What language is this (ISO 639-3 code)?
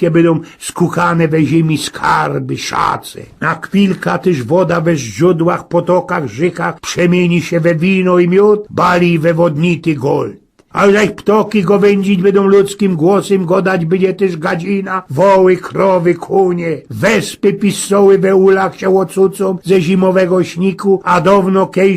szl